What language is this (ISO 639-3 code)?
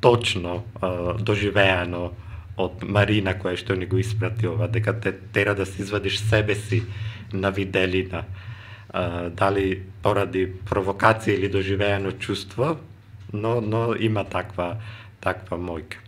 mkd